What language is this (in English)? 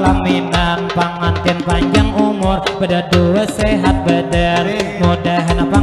Banjar